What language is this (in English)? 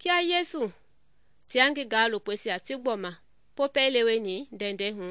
Mende